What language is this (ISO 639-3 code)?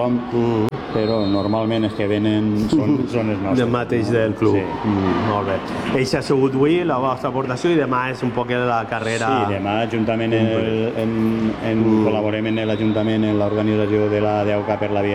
cat